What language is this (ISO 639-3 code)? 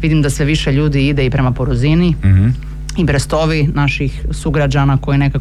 hrv